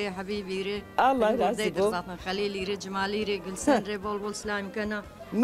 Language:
Zaza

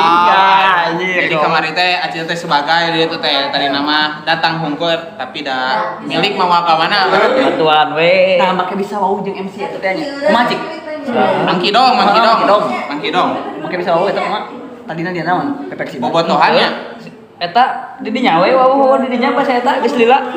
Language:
Sundanese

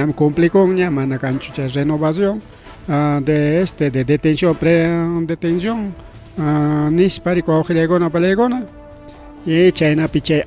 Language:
Ayacucho Quechua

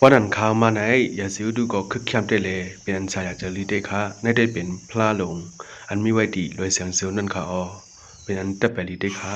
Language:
Shan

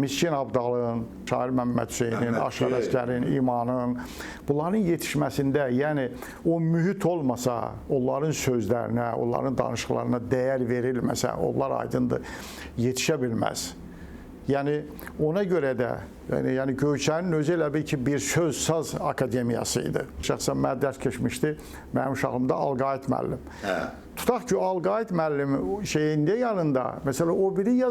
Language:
Azerbaijani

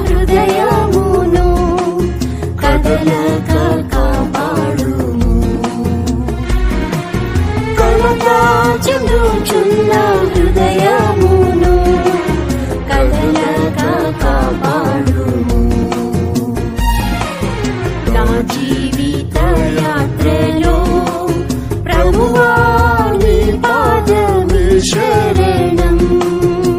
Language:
Telugu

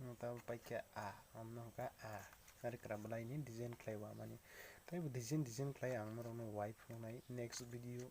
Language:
Kok Borok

